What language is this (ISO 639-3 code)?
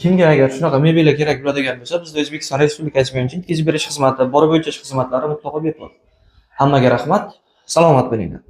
uzb